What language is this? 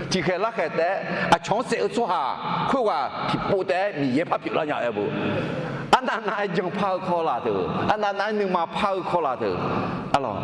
Akha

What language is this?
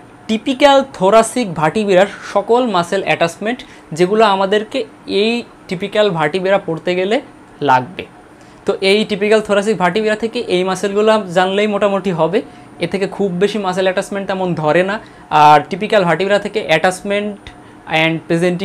Bangla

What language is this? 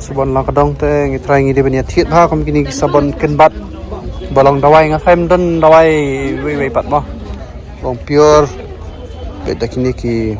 Khasi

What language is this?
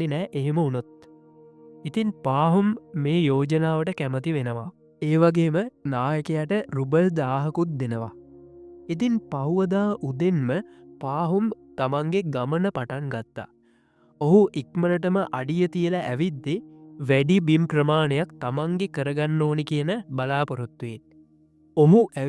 Sinhala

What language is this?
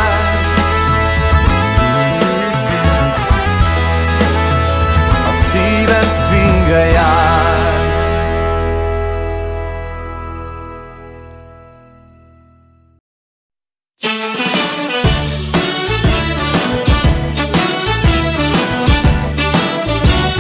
Hungarian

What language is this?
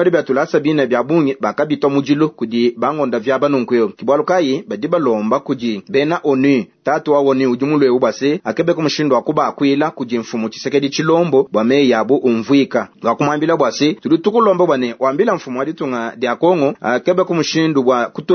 Luba-Lulua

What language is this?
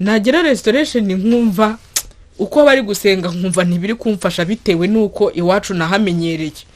Kinyarwanda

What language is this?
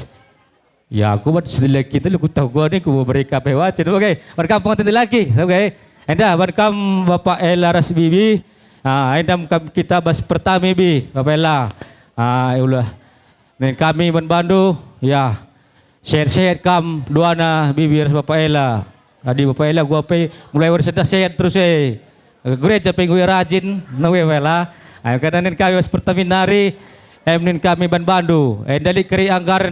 Batak Karo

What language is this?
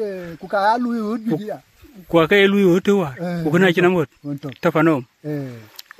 Dinka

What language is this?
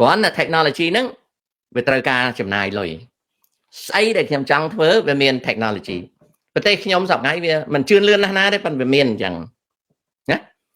Khmer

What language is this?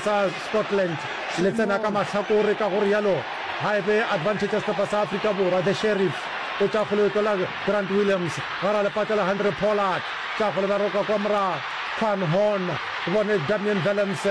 Northern Sotho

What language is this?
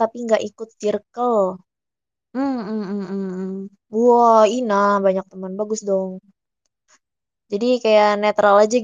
Indonesian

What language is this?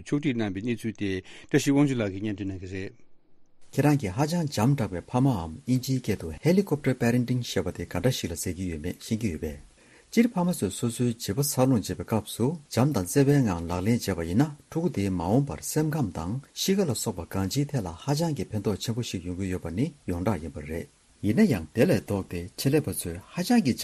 Tibetan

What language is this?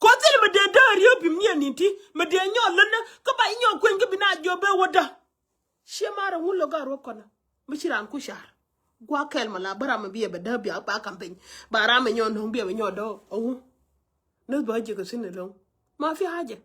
Nuer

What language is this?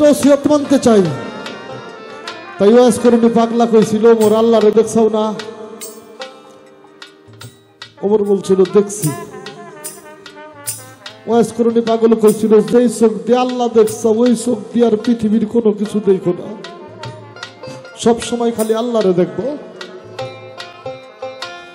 Bangla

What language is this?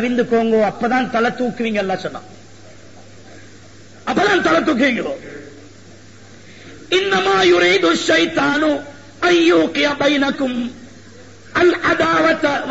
Tamil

